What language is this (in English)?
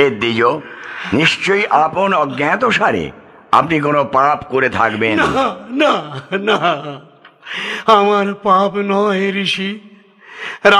Bangla